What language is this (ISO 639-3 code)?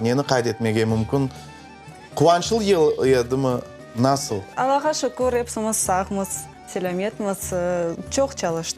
crh